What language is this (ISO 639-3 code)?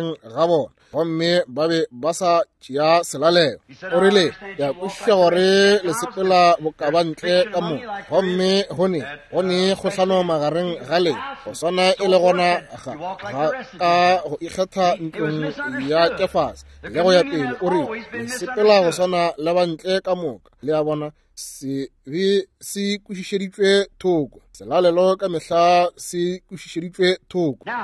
nso